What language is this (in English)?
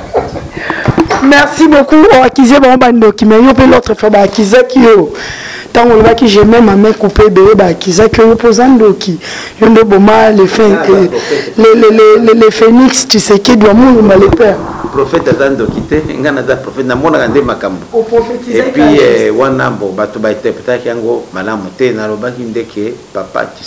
Lingala